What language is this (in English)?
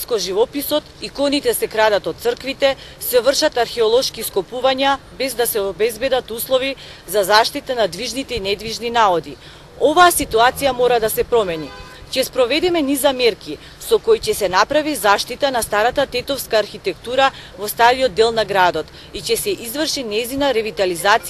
Macedonian